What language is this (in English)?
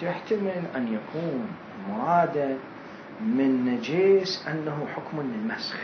Mesopotamian Arabic